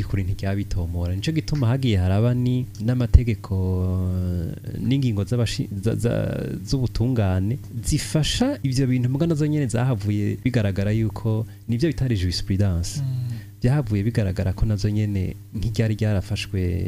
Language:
Rundi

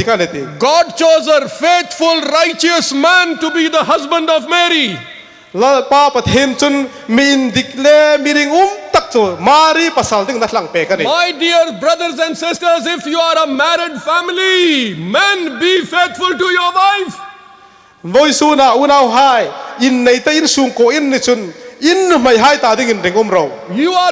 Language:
Hmar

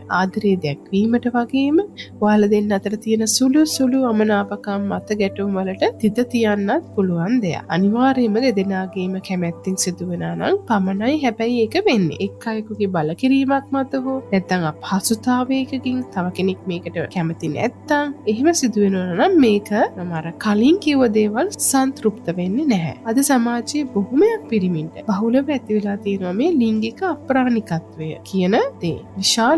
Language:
Sinhala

